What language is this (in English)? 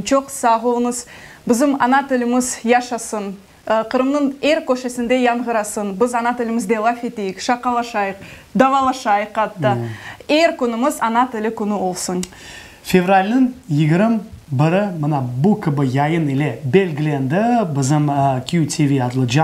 Crimean Tatar